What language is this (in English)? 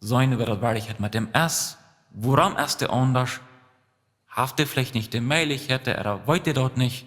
Plautdietsch